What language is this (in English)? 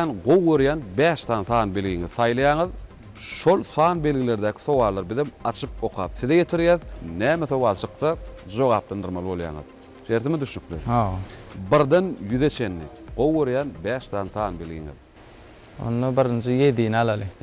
Turkmen